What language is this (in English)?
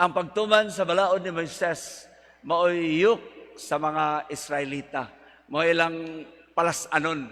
Cebuano